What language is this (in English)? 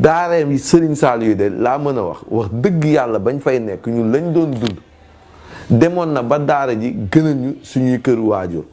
Wolof